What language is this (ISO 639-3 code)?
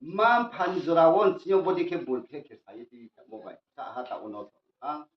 ria